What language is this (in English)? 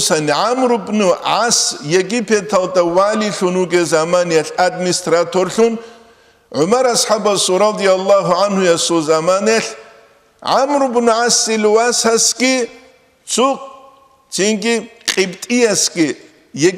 Avaric